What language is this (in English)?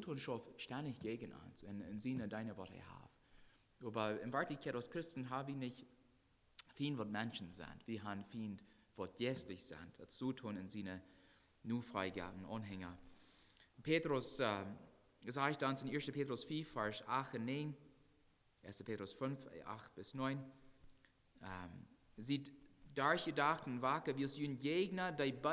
Plautdietsch